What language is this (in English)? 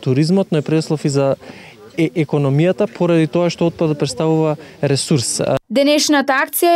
Macedonian